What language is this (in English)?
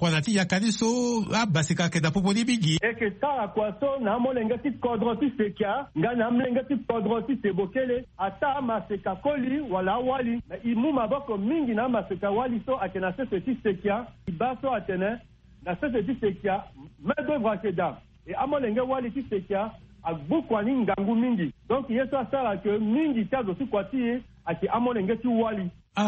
Sango